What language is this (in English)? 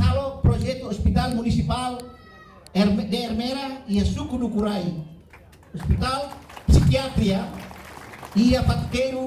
Tetum